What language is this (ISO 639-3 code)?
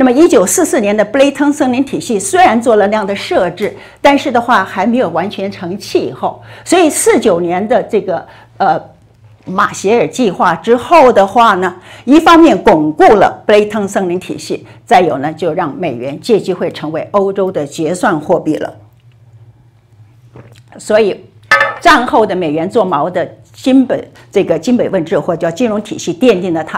zho